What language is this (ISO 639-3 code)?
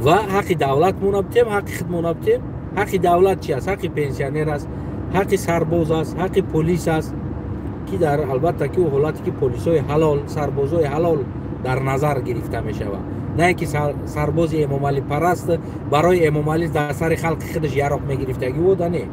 tgk